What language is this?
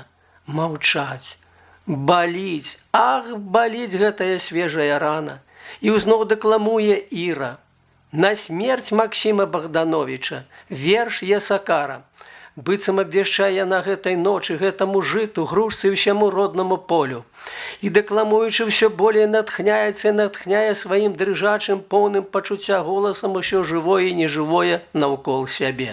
Belarusian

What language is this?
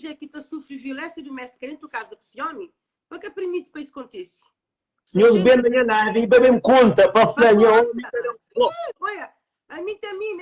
Kabuverdianu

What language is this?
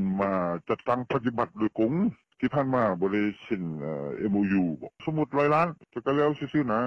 Lao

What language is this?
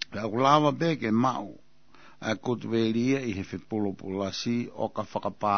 Tongan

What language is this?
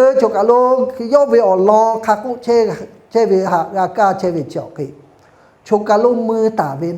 Lahu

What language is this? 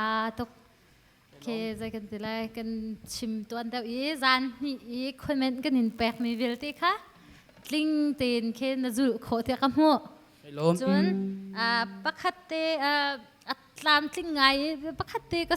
Hakha Chin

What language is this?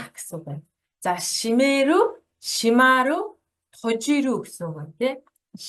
Mongolian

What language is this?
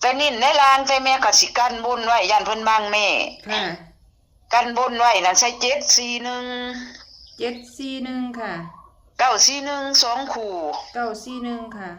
Northeastern Thai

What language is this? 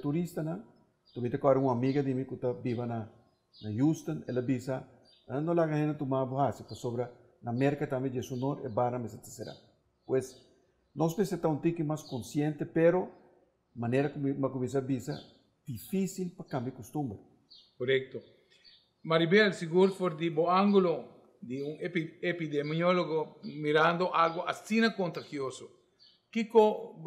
Papiamento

